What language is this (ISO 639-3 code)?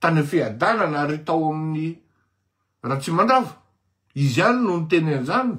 mlg